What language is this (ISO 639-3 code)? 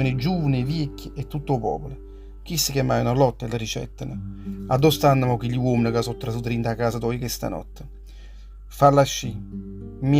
nap